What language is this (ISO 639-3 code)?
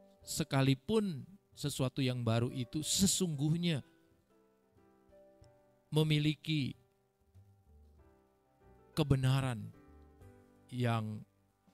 ind